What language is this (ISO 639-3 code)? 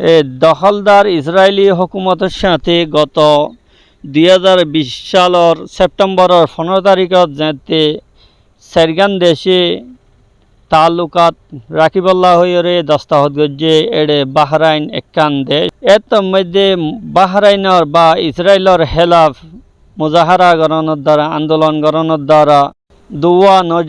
rhg